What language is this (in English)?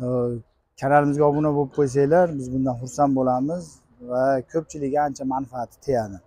Uzbek